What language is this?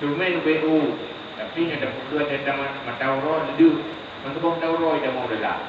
Achinese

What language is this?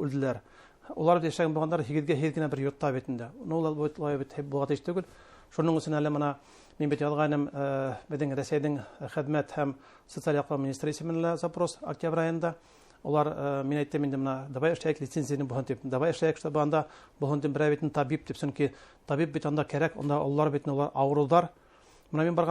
Bashkir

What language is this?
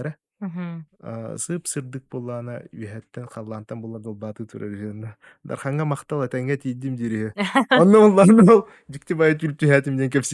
Yakut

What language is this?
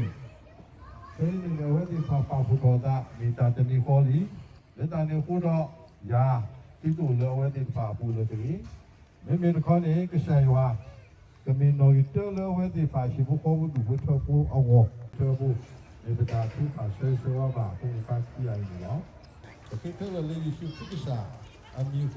S'gaw Karen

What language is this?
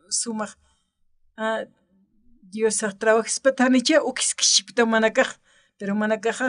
Aymara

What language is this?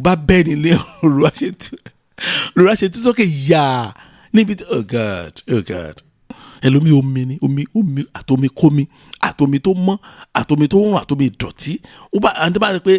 Yoruba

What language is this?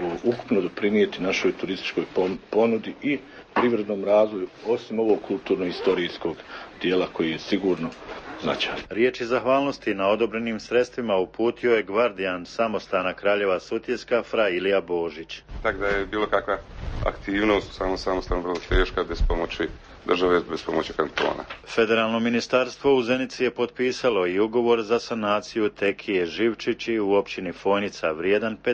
Croatian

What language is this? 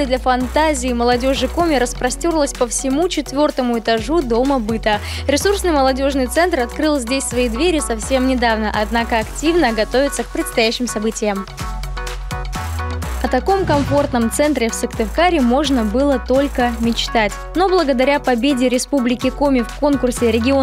Russian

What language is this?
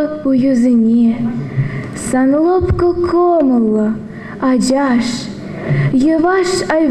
Chuvash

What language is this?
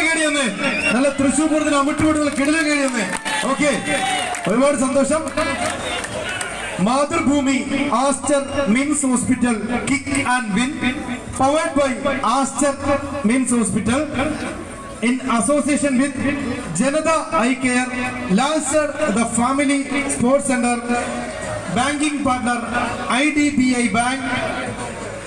Malayalam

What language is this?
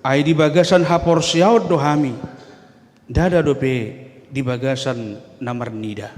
Batak Toba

